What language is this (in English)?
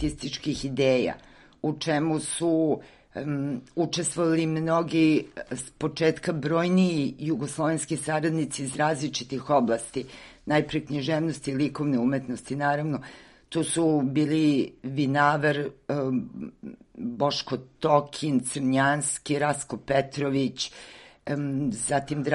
Serbian